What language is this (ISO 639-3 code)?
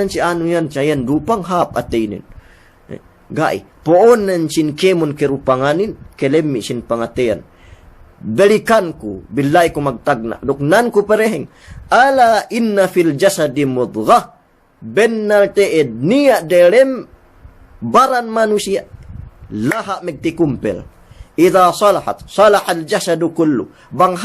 yka